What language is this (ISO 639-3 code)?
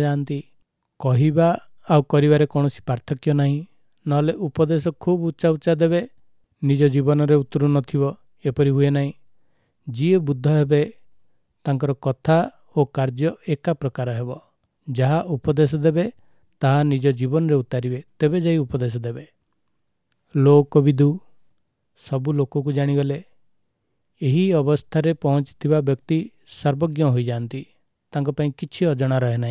ori